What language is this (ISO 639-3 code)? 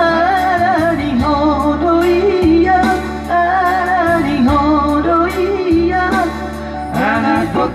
bbc